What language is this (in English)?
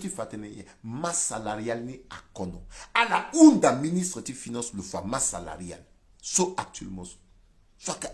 Sango